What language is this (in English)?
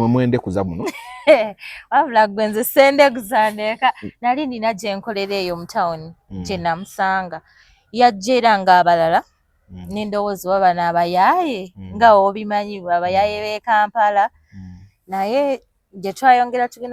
Ganda